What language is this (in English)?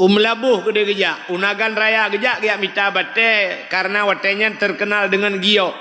Achinese